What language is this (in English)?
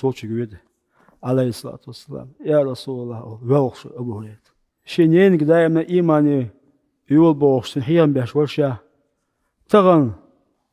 Chechen